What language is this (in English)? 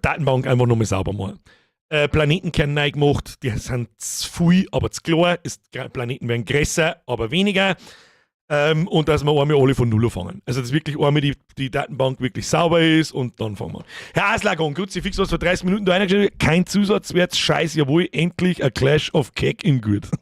Bavarian